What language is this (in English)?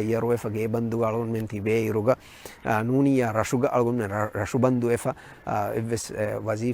Divehi